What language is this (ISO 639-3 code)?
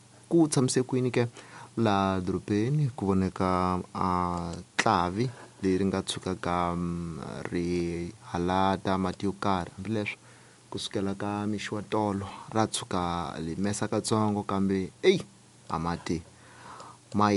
tso